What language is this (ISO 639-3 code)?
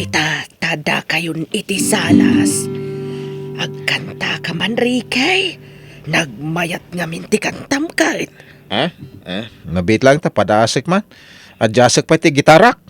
ilo